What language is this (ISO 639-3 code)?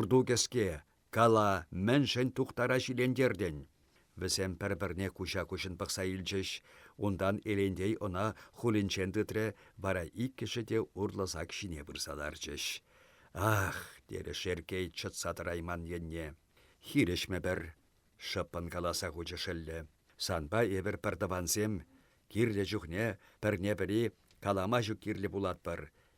chv